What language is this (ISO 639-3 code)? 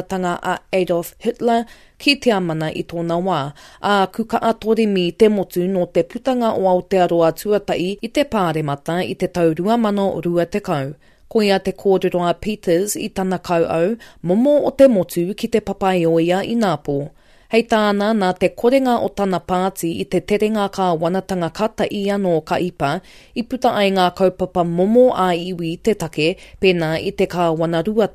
mri